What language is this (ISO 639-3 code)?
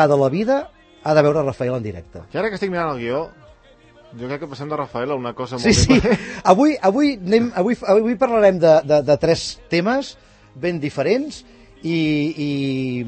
cat